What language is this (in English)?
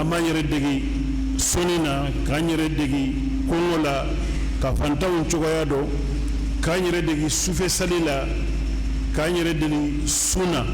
Bambara